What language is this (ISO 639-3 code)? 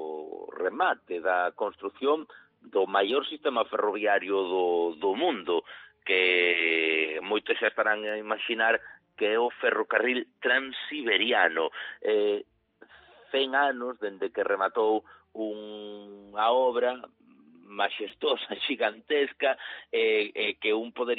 glg